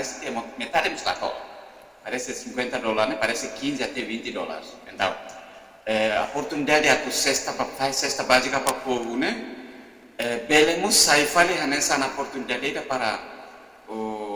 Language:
Tetum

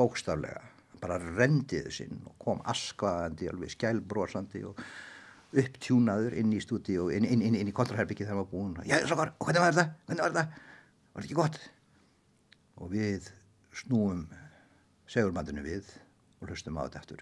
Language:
Icelandic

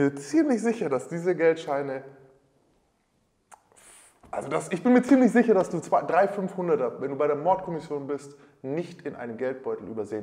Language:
German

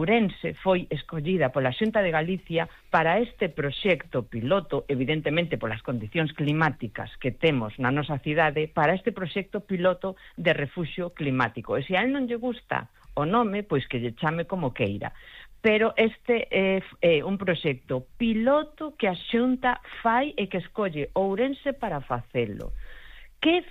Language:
Galician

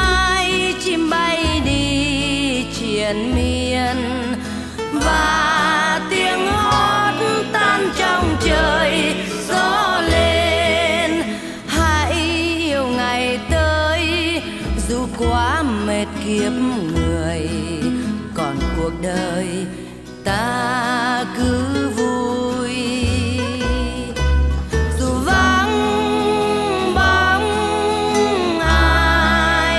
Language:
Vietnamese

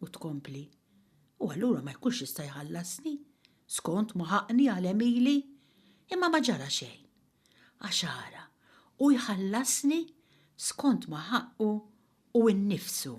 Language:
Maltese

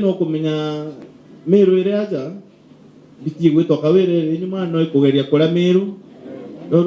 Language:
Meru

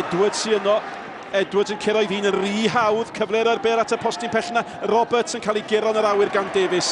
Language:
Welsh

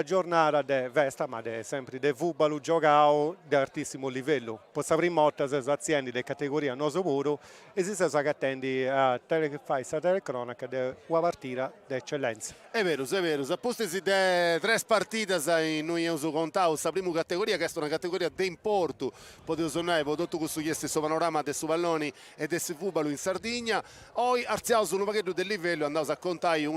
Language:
Sardinian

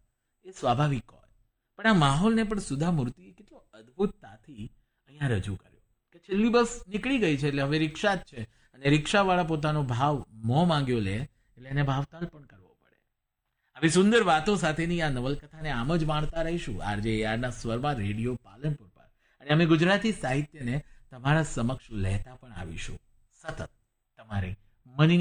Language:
Gujarati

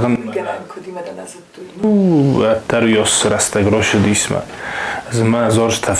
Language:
Ossetic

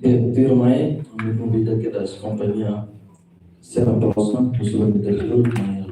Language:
Tetum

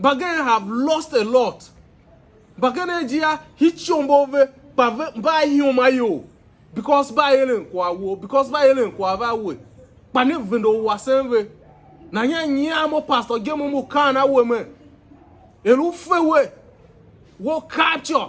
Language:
Tiv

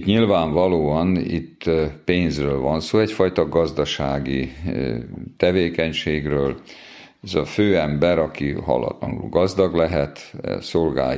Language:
Hungarian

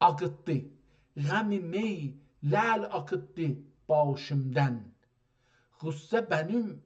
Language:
South Azerbaijani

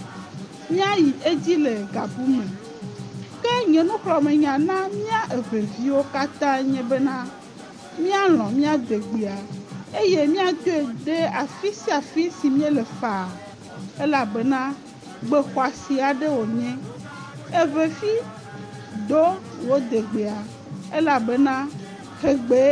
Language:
Ewe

